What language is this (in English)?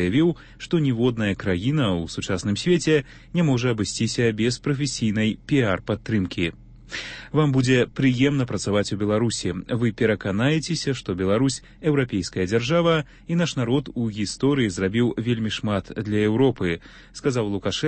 Belarusian